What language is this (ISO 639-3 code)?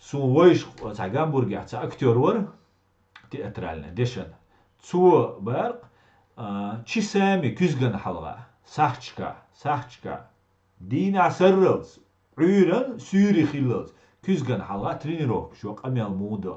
che